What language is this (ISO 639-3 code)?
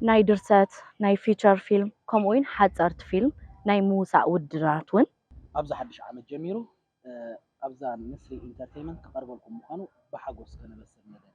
tir